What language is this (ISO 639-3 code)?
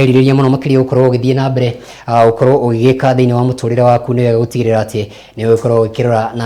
kik